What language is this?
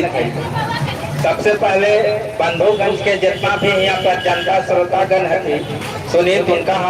Magahi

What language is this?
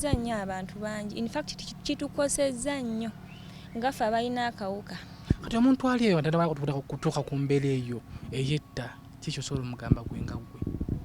Ganda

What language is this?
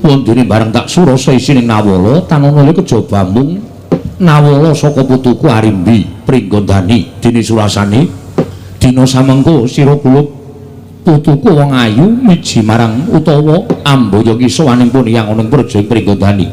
Javanese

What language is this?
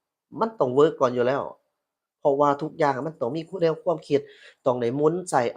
Lao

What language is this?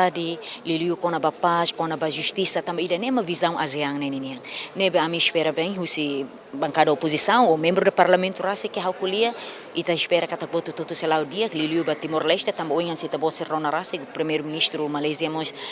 Tetum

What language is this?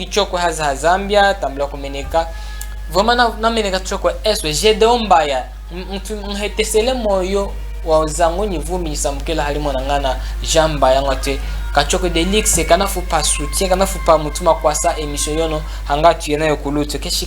Chokwe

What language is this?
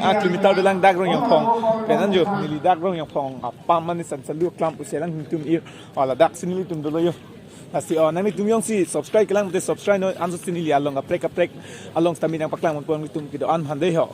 Karbi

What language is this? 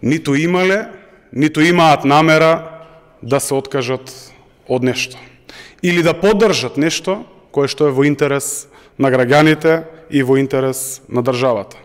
Macedonian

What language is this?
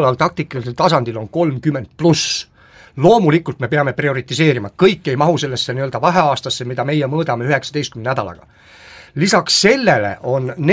Estonian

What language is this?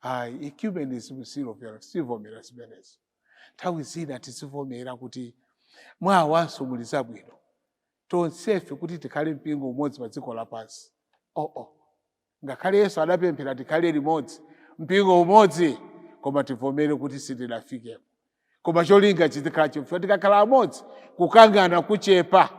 Nyanja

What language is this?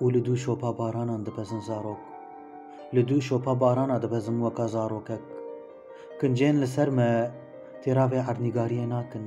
Kurdish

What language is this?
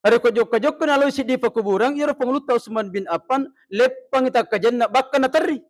Buginese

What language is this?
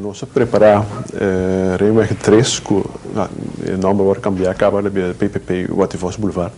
Papiamento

